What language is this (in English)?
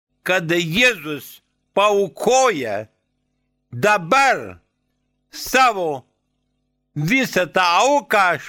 Lithuanian